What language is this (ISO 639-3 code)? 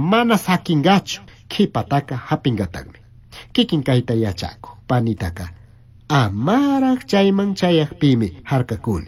qug